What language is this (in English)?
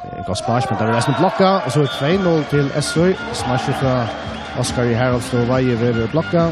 Faroese